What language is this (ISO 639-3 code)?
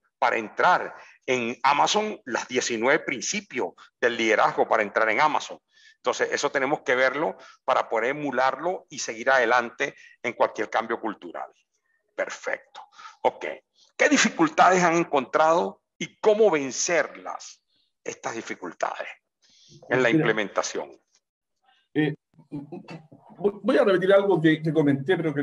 spa